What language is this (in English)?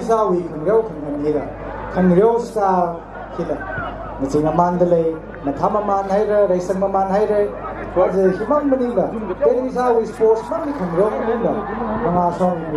Tangkhul Naga (India)